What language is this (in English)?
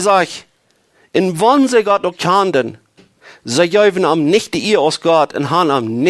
Plautdietsch